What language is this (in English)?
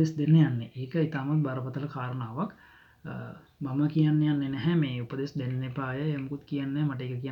Sinhala